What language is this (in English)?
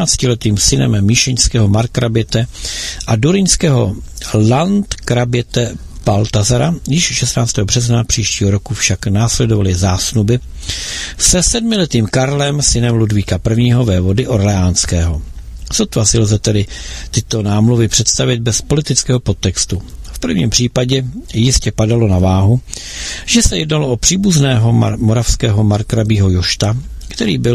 Czech